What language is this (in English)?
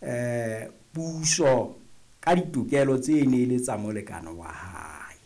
Southern Sotho